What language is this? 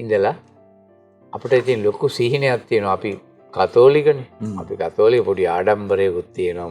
Sinhala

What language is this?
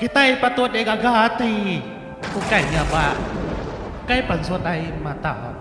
Iban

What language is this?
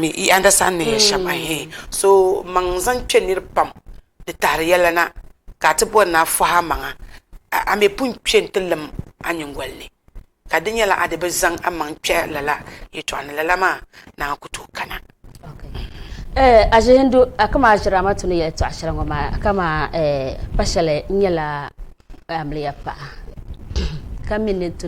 Dagbani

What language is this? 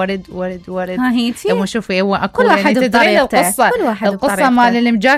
Mesopotamian Arabic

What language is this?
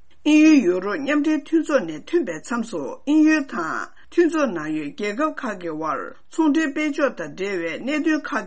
Tibetan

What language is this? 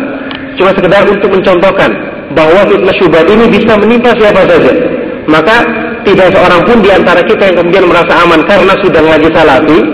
Indonesian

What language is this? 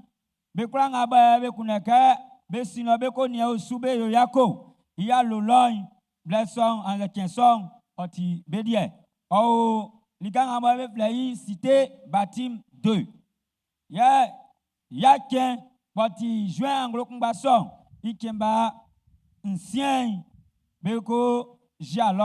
Baoulé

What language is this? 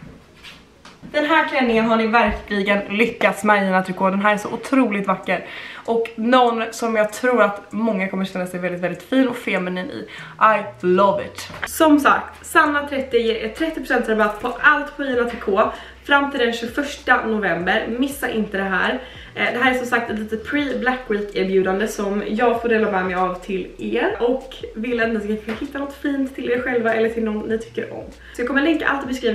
Swedish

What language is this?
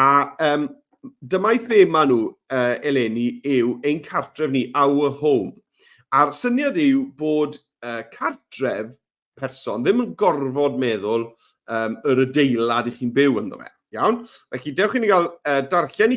Welsh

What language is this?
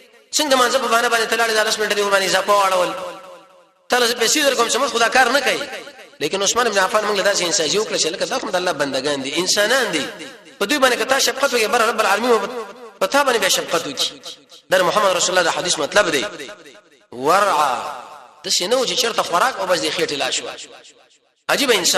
Pashto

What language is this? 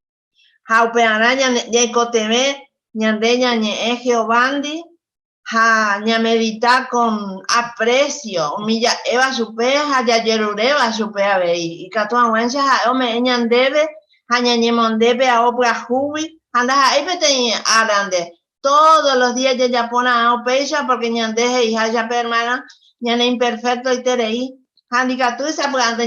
Guarani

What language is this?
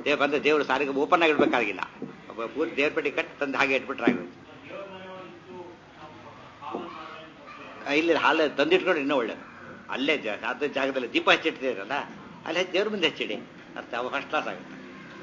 Kannada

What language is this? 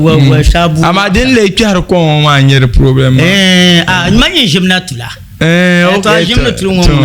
Dagbani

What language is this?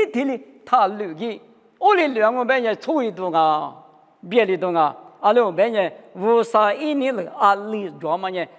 Lisu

